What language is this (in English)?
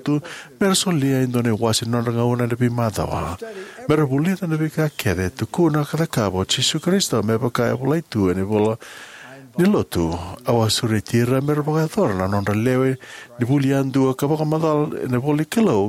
Fijian